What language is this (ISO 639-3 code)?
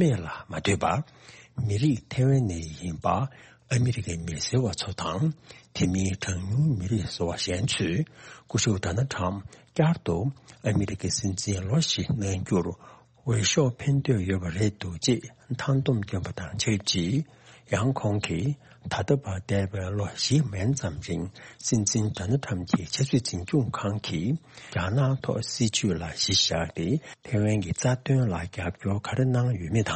bod